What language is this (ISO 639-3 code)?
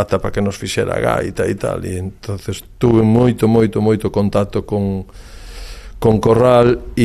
glg